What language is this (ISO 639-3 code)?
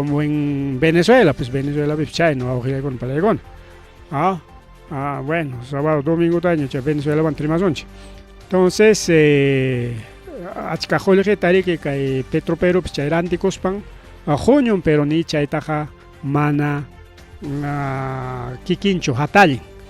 quy